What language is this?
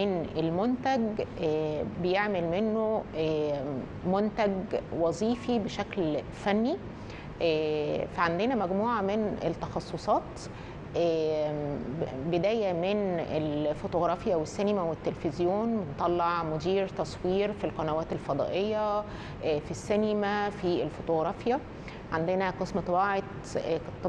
Egyptian Arabic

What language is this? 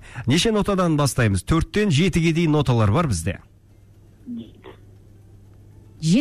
Kazakh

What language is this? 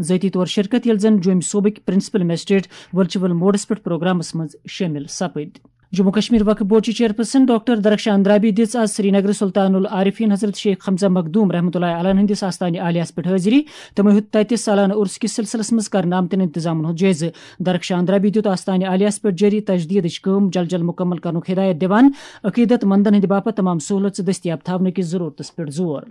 Kashmiri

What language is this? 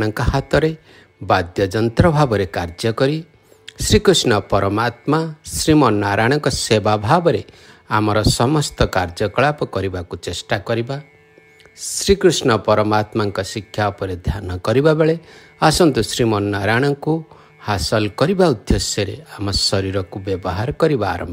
Odia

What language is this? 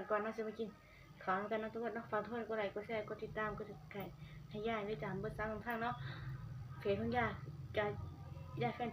Northeastern Thai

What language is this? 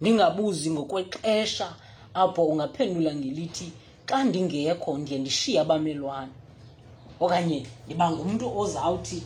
Xhosa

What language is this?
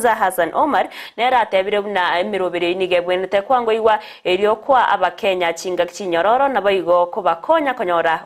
Gusii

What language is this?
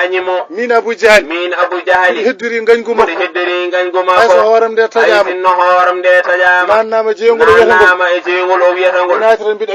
Fula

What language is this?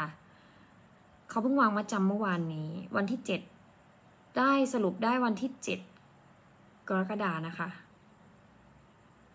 Thai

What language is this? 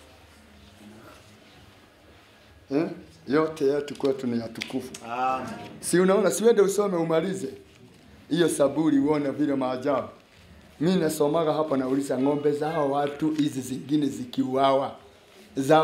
Swahili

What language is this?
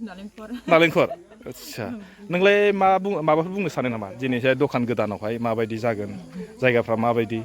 Bodo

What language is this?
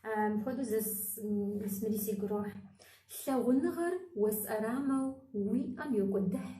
Kabardian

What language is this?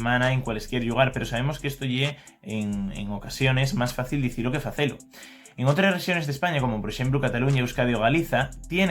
Asturian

